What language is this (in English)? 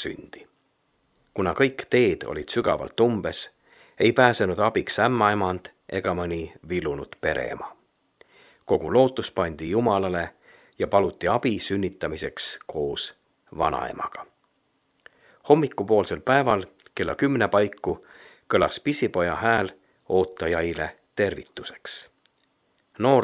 Estonian